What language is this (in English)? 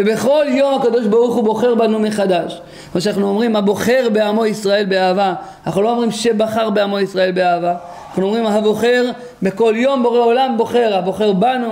Hebrew